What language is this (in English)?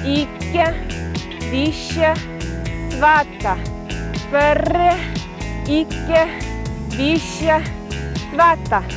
Chuvash